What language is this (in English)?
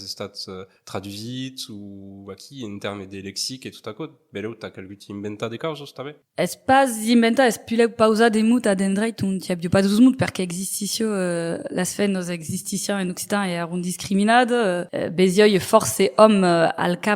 Occitan